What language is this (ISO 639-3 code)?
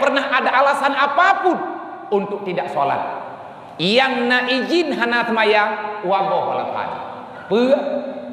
ace